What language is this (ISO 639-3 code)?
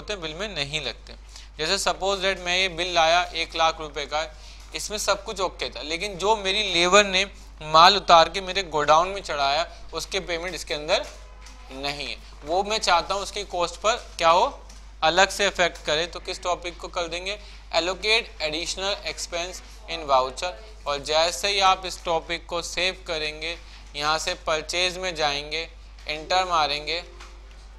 hin